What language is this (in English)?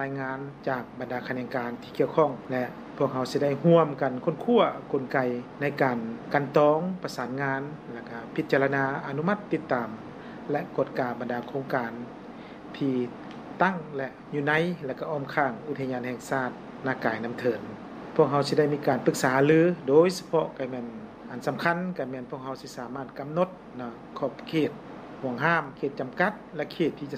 Lao